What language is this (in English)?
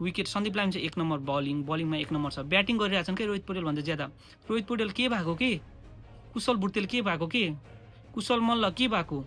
Nepali